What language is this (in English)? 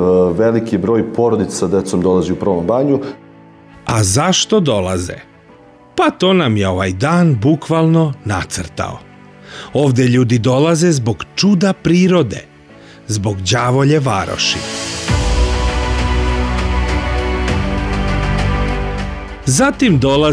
Serbian